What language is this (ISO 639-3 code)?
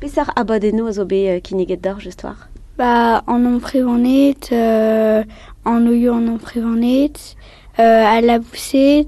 bre